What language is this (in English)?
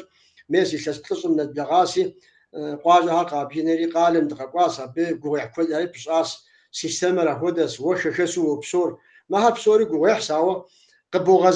Kabardian